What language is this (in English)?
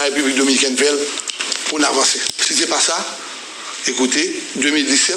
Haitian Creole